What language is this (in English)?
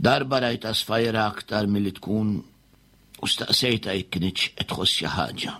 Maltese